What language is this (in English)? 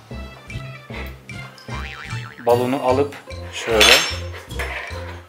Turkish